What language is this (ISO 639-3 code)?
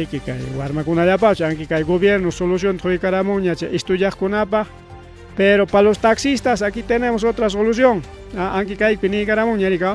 quy